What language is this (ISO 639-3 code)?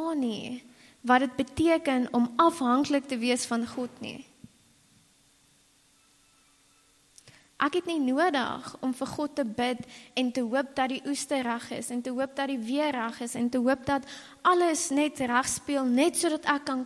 afr